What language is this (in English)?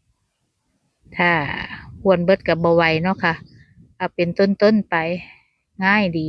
Northeastern Thai